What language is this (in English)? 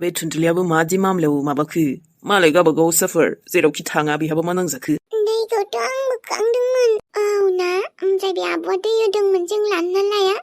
Bodo